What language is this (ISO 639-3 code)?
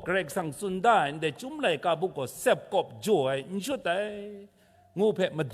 kac